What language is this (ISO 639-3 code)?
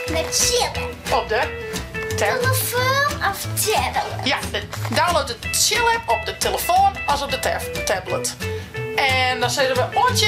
fry